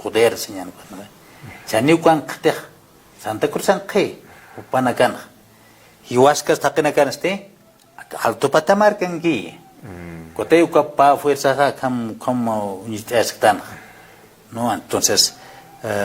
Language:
Aymara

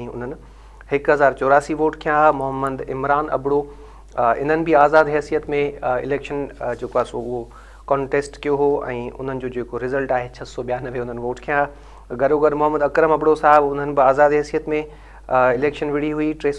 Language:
Sindhi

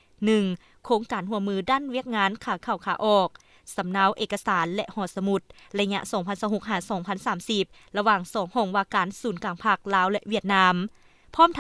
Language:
Lao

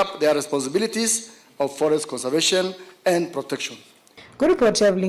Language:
Kamba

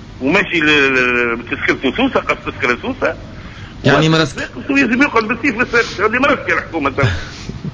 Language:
Tunisian Arabic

